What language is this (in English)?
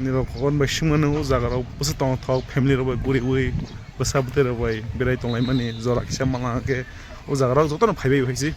Kok Borok